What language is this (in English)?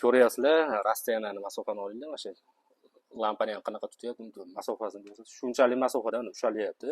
Uzbek